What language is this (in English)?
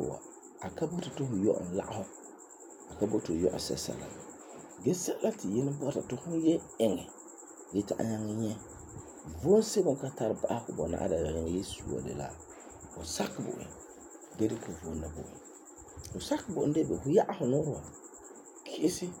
Frafra